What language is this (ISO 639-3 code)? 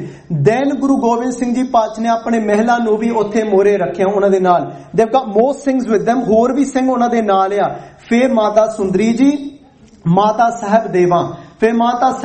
pan